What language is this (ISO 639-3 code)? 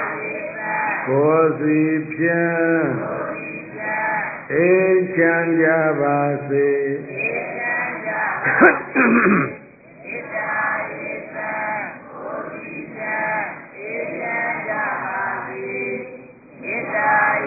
mya